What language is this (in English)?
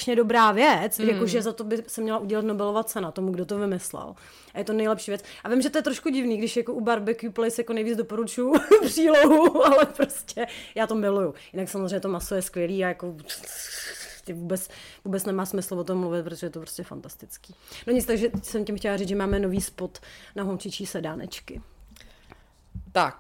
Czech